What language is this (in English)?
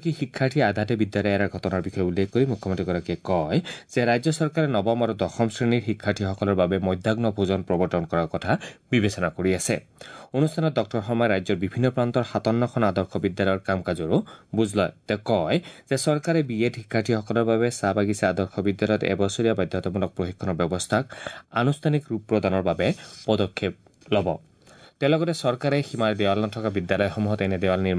Assamese